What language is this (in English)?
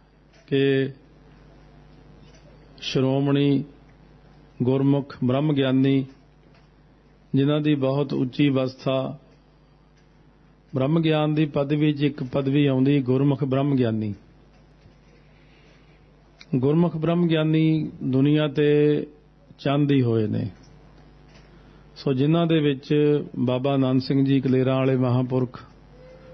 Punjabi